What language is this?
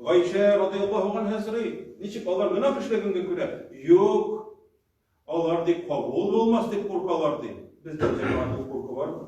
Tatar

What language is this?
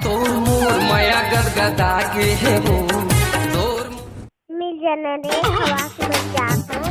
Chhattisgarhi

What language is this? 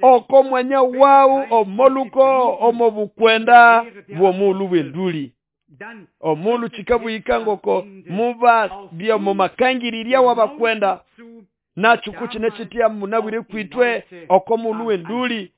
Nande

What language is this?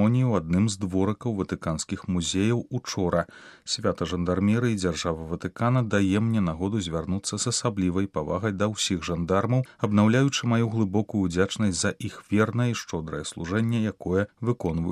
Belarusian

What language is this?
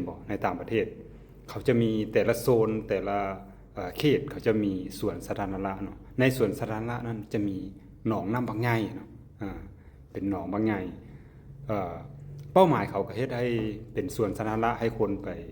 Lao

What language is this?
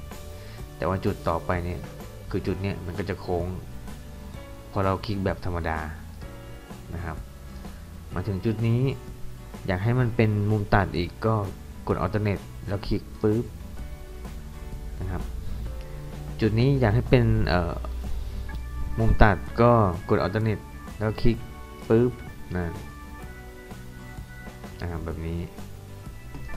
Thai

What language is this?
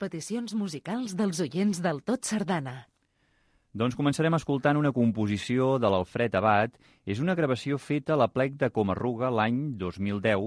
Catalan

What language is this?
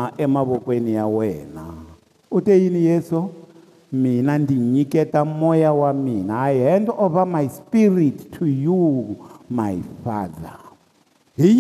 Tsonga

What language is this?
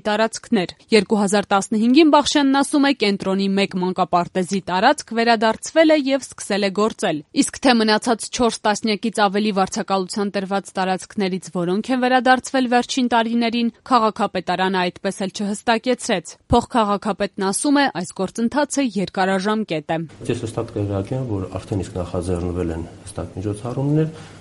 Armenian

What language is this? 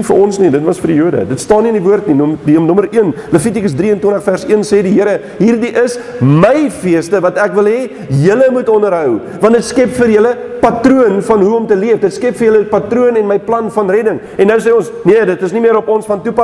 Afrikaans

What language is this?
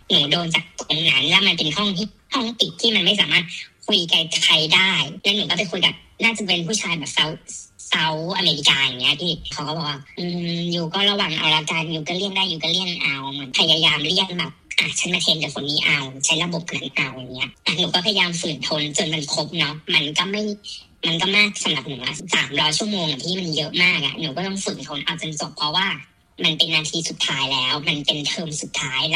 Thai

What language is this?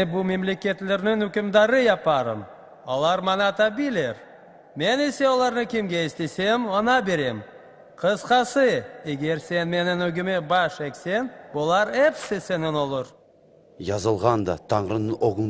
Crimean Tatar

